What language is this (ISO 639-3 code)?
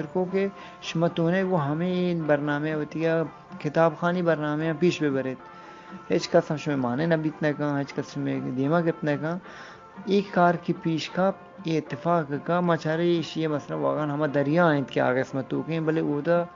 bgp